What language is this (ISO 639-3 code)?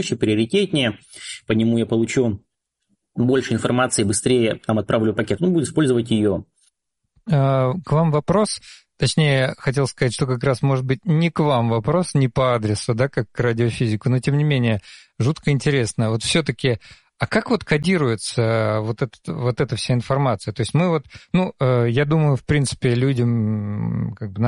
rus